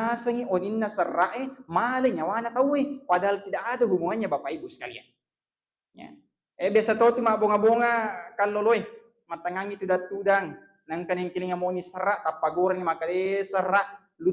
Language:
Buginese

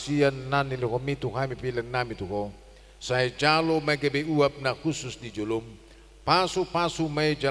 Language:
Batak Toba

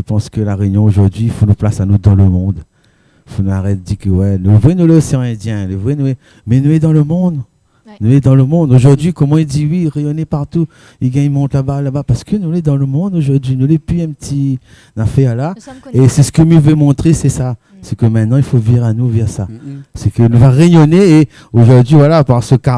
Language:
Réunion Creole French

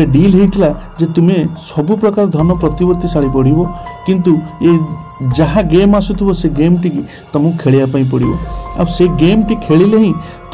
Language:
Odia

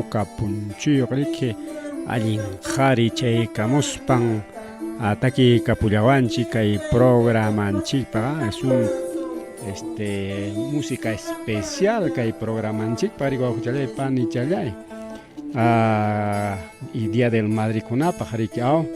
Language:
Ayacucho Quechua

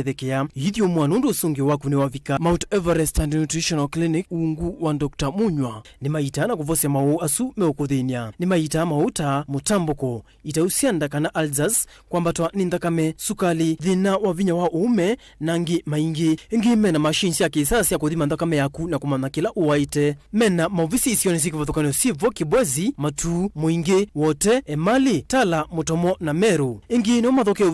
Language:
Kamba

